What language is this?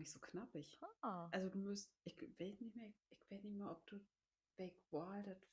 Low German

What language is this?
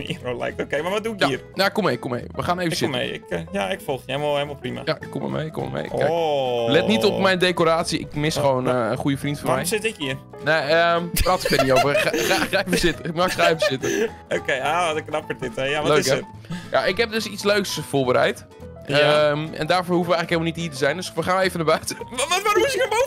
Dutch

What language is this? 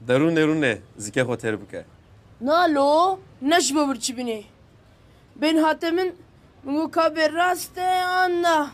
Kurdish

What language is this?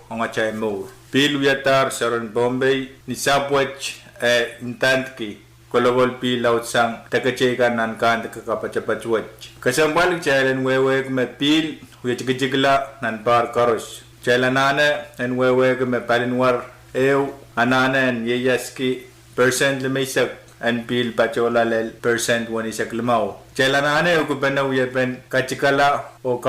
Pohnpeian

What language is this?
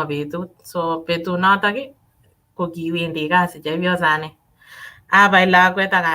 Kalenjin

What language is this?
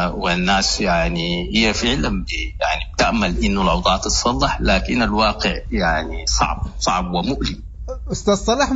Sudanese Arabic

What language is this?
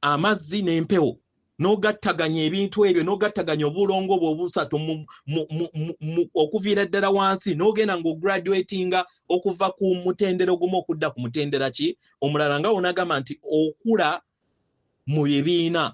Ganda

